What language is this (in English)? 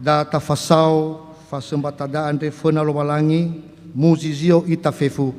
Nias